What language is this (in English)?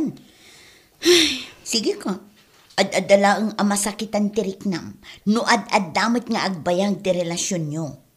Iloko